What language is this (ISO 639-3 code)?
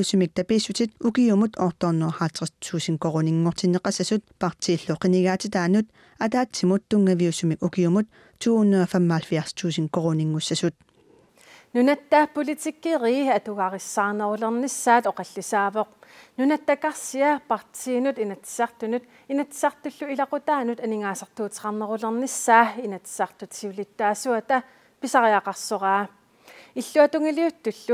kal